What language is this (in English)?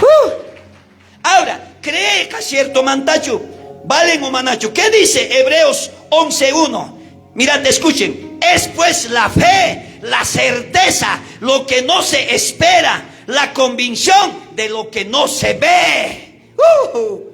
South Bolivian Quechua